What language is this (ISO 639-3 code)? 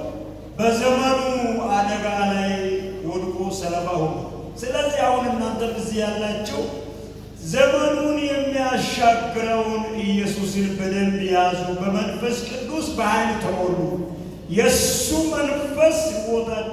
amh